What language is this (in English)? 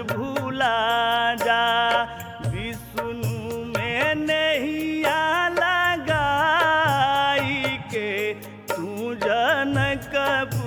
Bhojpuri